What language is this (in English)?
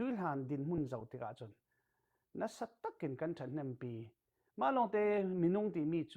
Falam Chin